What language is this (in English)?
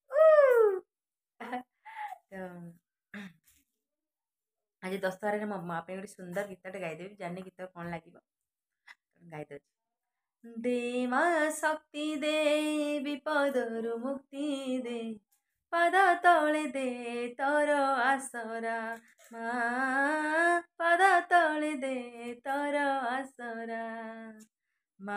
Odia